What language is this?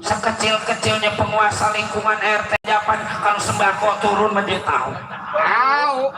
Betawi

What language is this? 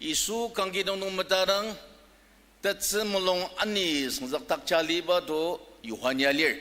Ao Naga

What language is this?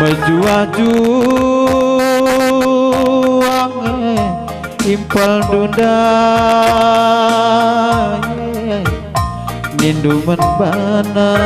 Batak Karo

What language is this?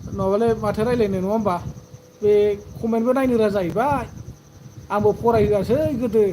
Bodo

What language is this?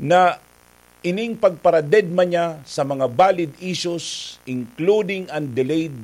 Bikol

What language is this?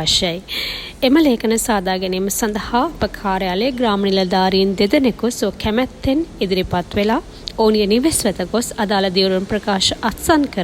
Sinhala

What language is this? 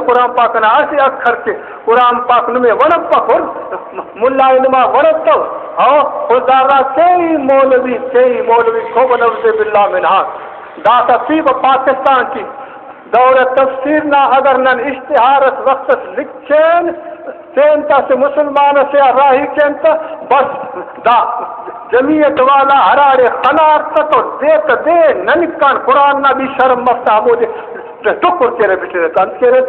Brahui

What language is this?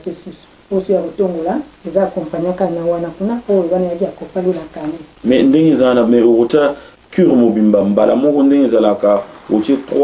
Lingala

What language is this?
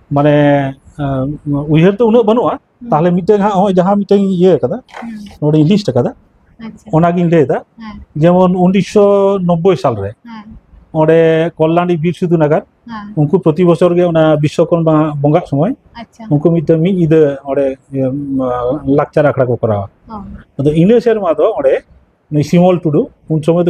Santali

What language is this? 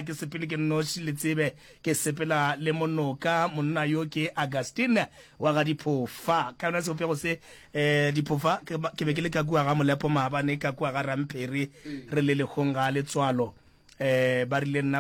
Northern Sotho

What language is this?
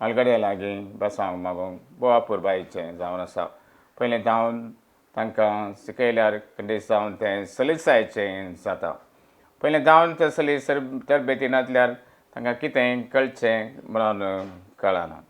Konkani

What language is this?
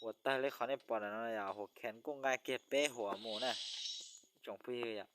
Hmong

